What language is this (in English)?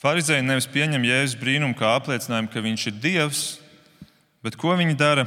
Latvian